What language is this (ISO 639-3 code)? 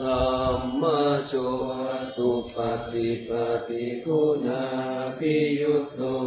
pli